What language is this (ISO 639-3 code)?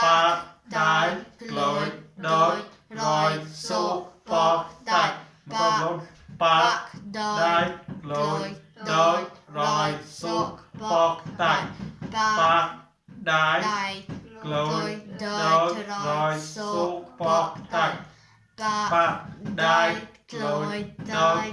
mnw